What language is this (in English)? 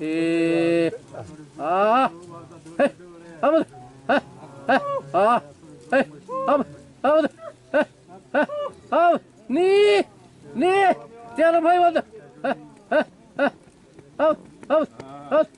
Xavánte